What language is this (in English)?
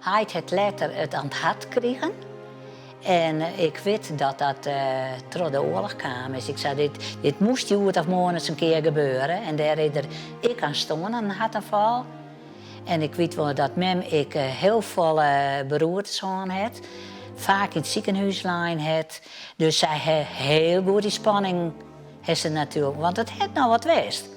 Western Frisian